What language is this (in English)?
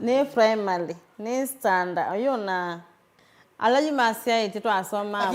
Kamba